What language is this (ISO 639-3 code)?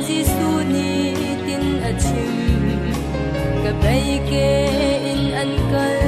cnh